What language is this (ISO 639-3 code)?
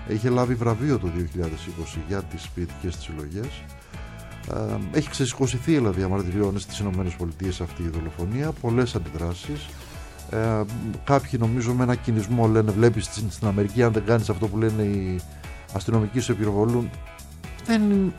ell